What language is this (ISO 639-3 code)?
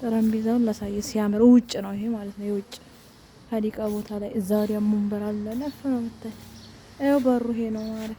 amh